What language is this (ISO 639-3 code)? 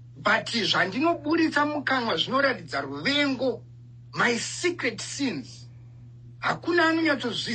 sna